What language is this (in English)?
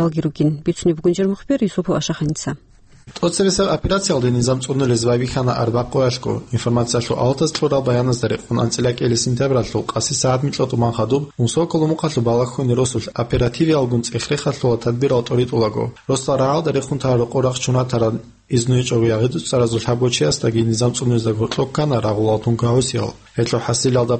Avaric